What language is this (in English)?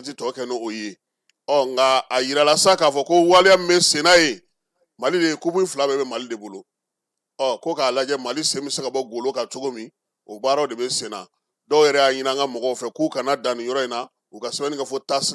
Bambara